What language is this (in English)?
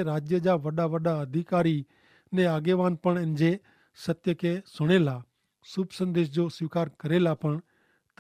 Kachhi